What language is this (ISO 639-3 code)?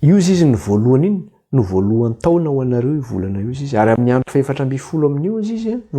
mlg